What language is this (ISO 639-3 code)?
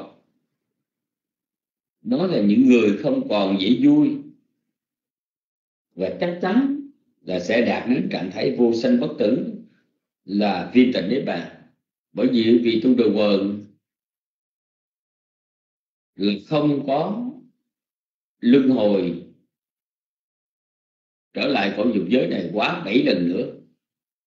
vie